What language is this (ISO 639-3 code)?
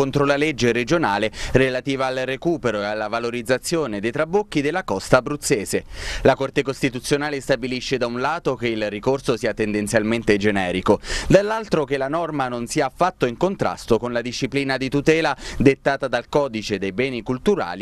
ita